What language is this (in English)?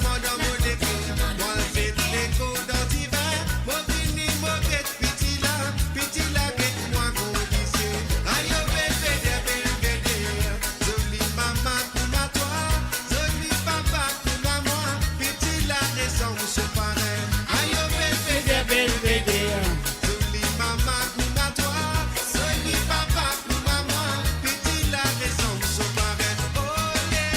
Morisyen